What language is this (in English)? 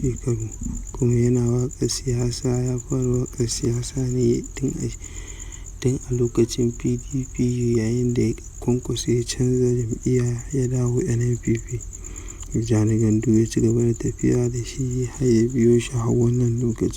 Hausa